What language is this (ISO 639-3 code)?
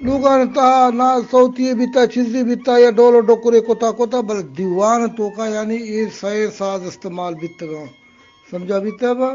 bgp